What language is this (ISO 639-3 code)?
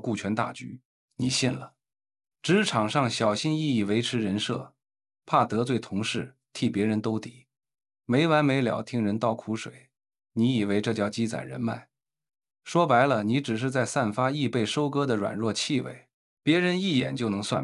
zho